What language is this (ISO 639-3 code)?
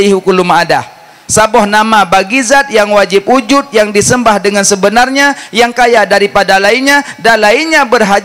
ace